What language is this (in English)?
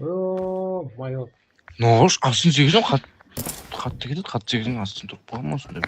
Kara-Kalpak